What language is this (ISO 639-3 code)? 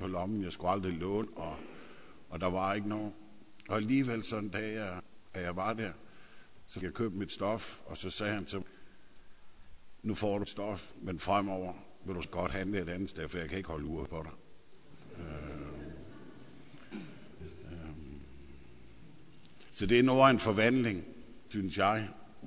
dan